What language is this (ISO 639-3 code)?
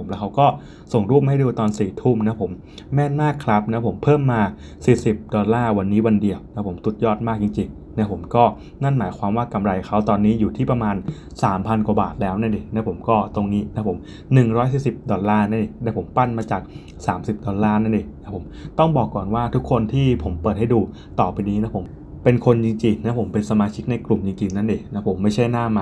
tha